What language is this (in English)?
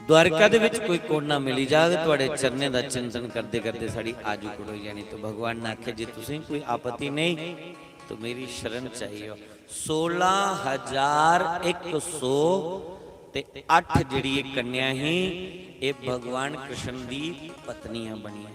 Dogri